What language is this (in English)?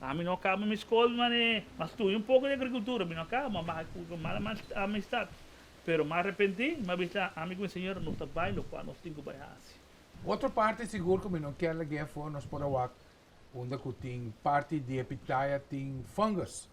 Papiamento